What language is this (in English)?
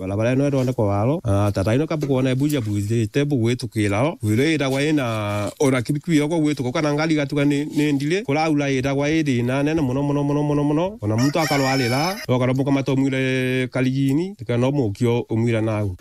Meru